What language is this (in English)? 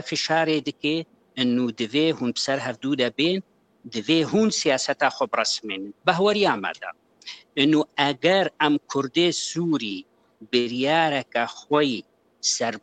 Kurdish